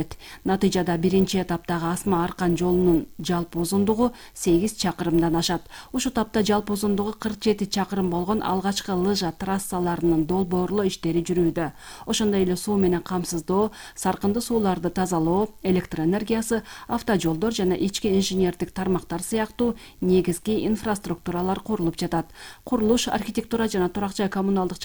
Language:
Kyrgyz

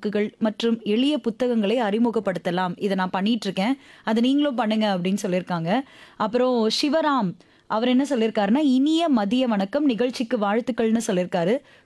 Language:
Tamil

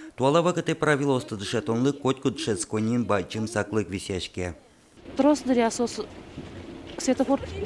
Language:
Udmurt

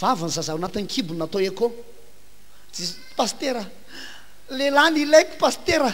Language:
Malagasy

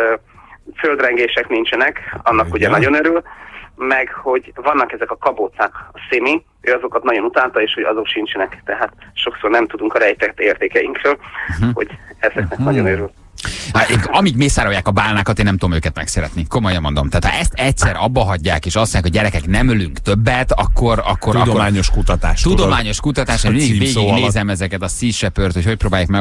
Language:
Hungarian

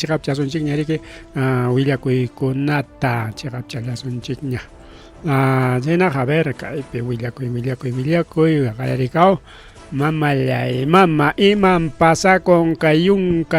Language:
Ayacucho Quechua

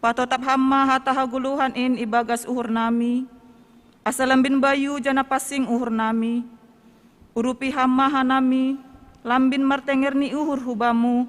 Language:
Batak Simalungun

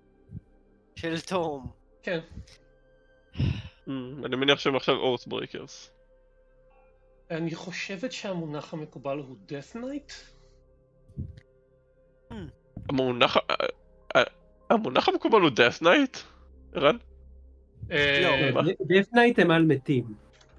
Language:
Hebrew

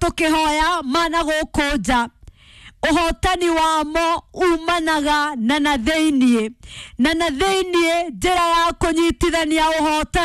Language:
Kikuyu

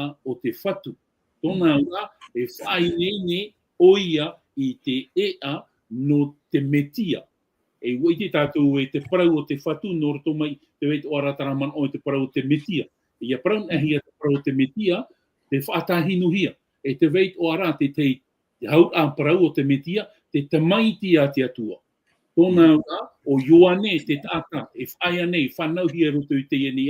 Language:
Tahitian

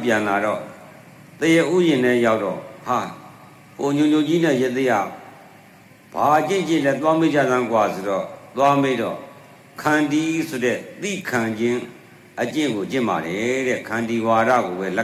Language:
Burmese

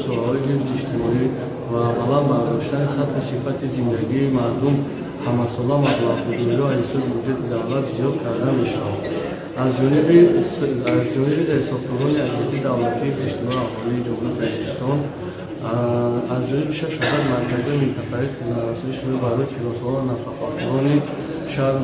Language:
Tajik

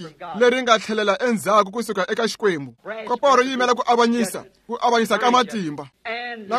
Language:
Tsonga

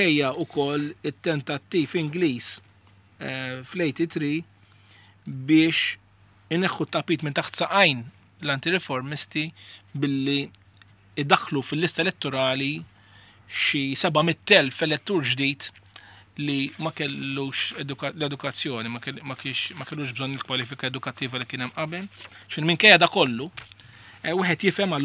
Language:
Maltese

